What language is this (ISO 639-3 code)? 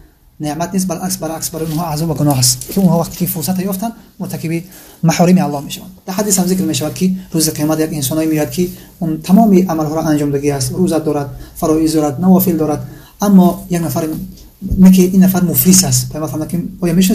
tgk